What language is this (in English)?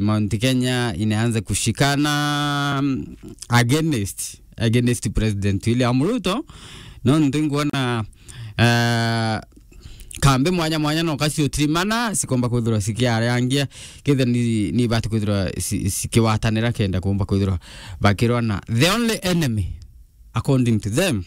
Meru